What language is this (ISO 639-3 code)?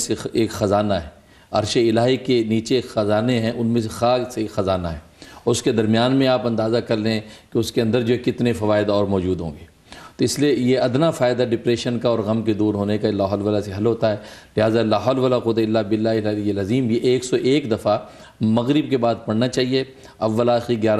urd